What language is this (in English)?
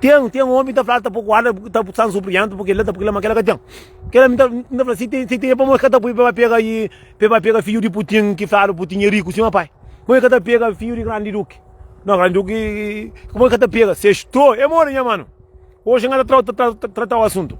Kabuverdianu